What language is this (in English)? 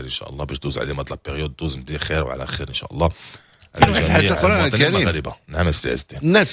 Moroccan Arabic